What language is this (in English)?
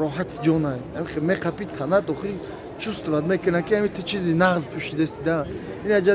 Tajik